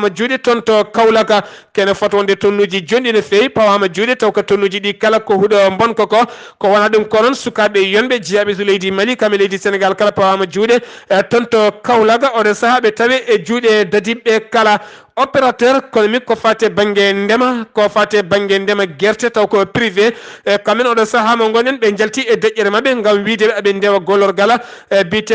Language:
Fula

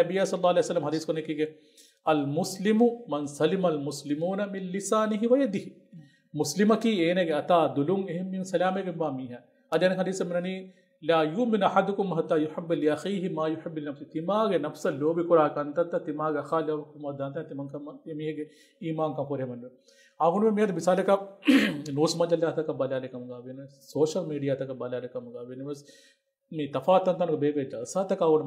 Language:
Divehi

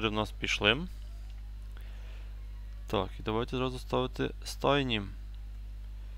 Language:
Ukrainian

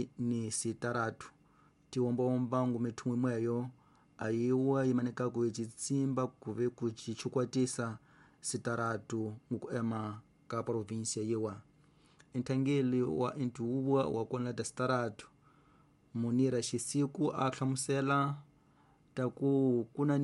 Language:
Tsonga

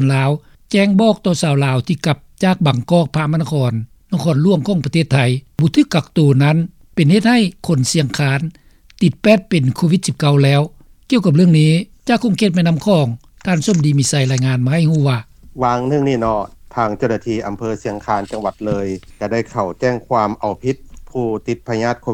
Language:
Lao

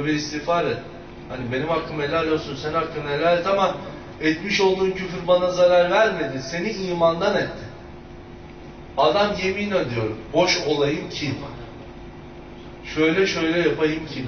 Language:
Turkish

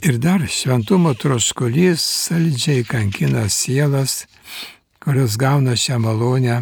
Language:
Lithuanian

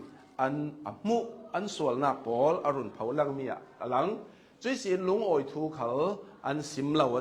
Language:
Hakha Chin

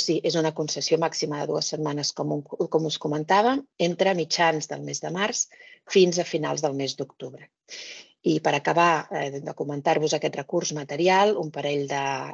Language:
Catalan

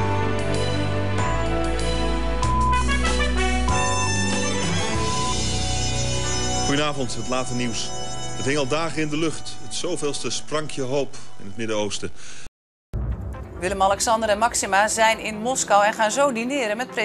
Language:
Dutch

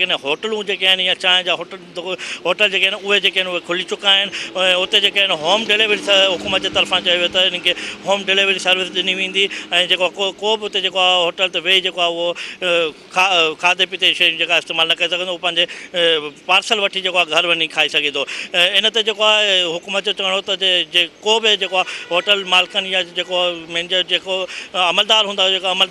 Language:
Sindhi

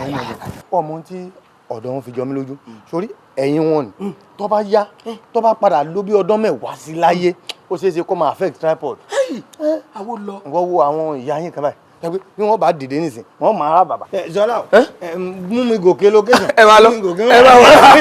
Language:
Yoruba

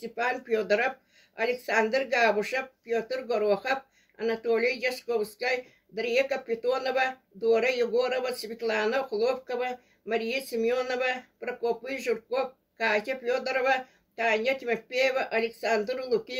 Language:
Yakut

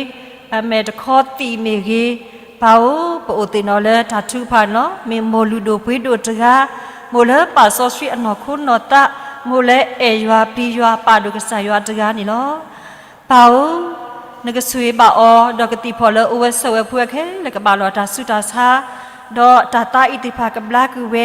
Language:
S'gaw Karen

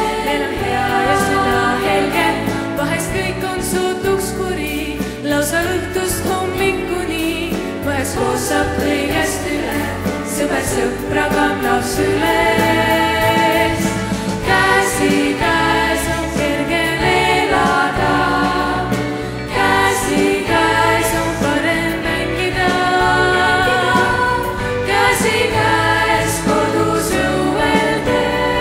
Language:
Estonian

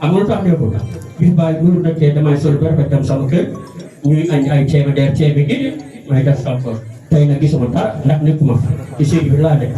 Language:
Wolof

